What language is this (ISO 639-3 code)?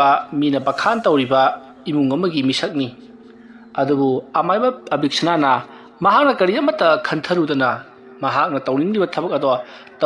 mni